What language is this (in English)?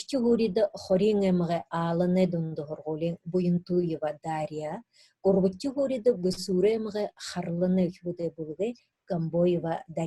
Buriat